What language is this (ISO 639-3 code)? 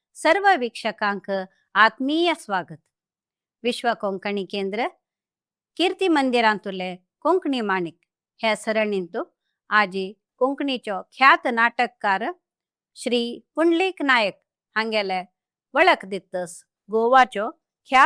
kok